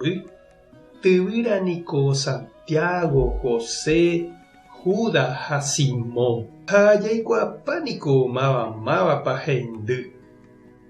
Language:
Guarani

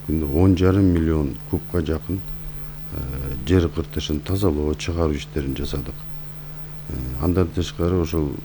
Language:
Kyrgyz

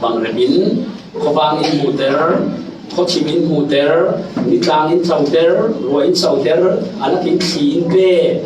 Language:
Falam Chin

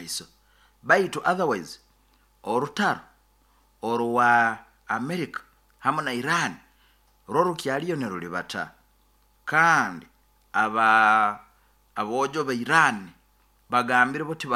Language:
Nyoro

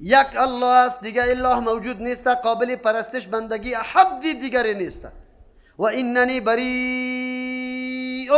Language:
Persian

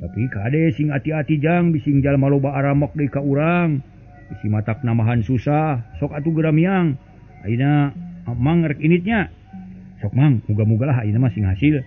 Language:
Sundanese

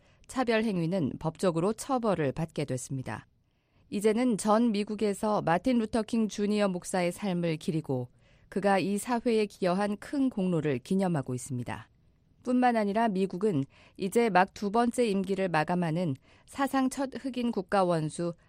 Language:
Korean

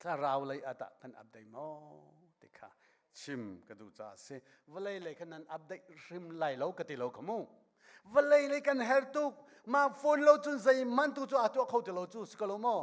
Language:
Hakha Chin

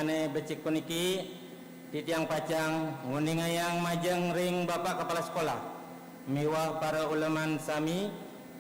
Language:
Balinese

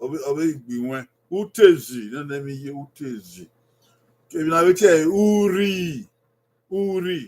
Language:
Bini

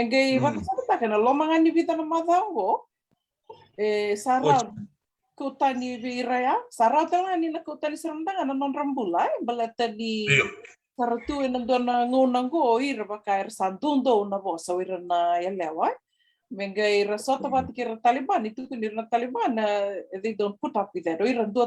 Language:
Fijian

